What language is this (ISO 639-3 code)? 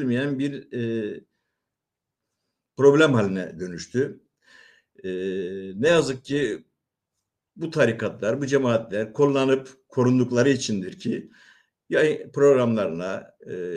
tur